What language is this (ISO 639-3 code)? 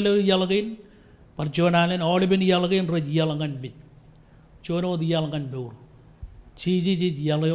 mah